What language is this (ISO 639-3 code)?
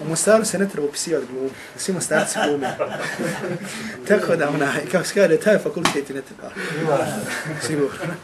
bos